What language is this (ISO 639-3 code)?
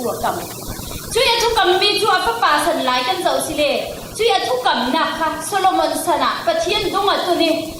cfm